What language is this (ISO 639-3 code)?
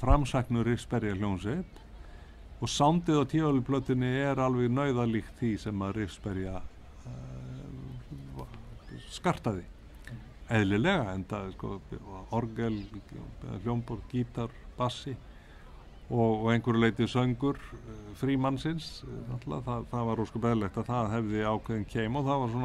isl